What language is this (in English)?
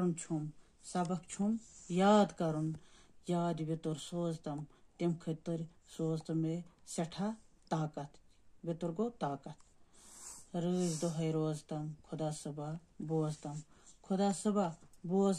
Kashmiri